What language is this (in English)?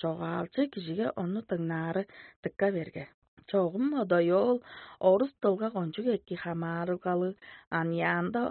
Tuvinian